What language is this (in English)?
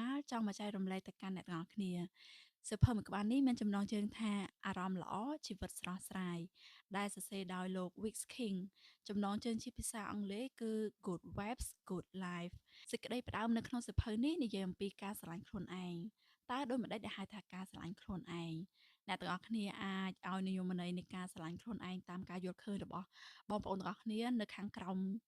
Khmer